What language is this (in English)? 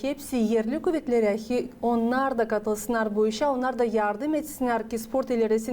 Gagauz